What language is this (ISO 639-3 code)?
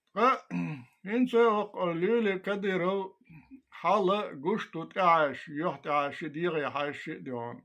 che